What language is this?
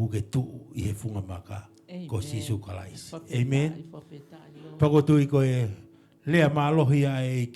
Tongan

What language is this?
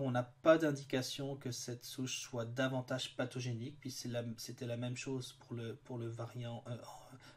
French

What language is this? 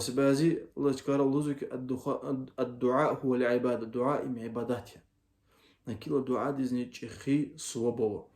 Lezghian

